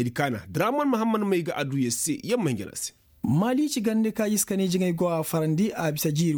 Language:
Koyraboro Senni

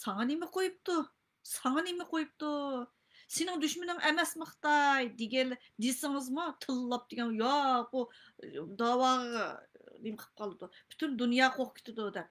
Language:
Uyghur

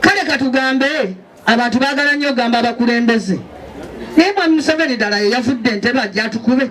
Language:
Ganda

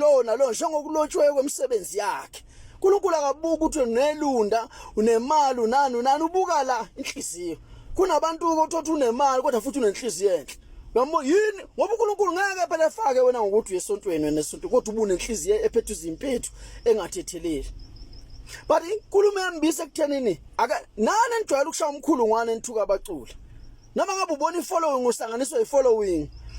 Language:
Zulu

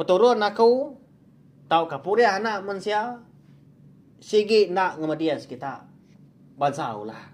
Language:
Iban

